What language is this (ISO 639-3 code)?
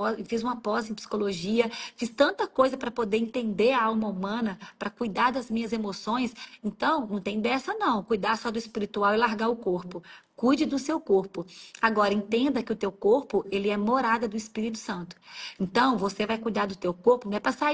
por